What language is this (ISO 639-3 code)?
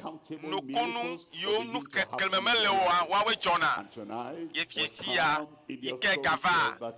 ewe